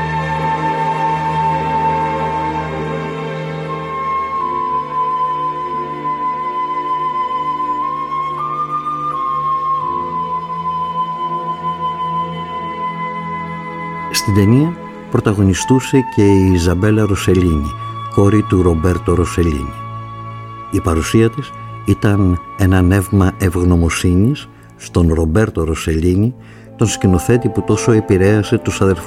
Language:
Greek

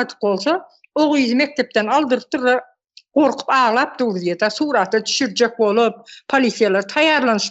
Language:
Turkmen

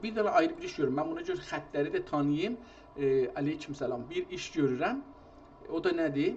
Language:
South Azerbaijani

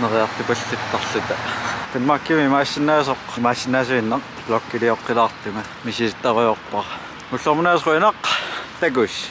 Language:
Kalaallisut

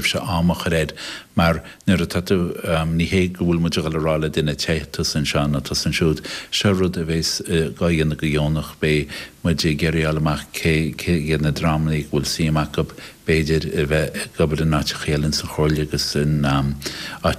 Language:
Irish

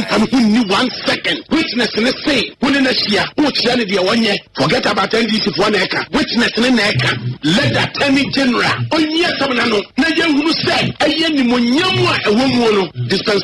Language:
Akan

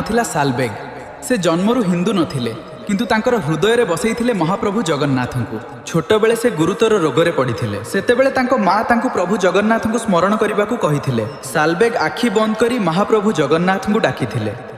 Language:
Odia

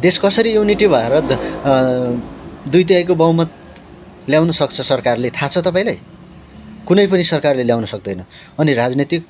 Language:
Nepali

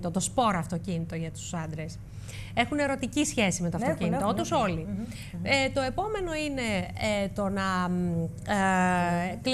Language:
Greek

